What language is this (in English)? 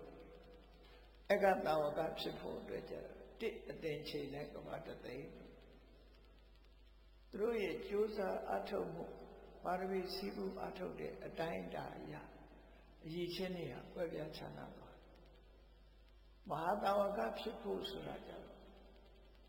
Burmese